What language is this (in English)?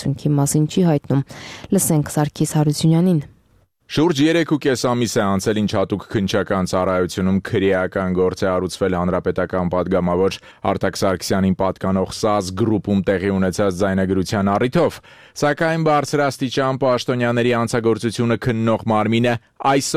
Armenian